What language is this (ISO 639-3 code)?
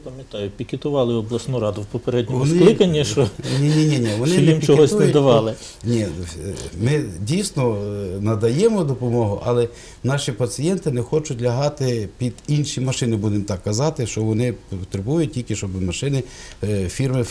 ukr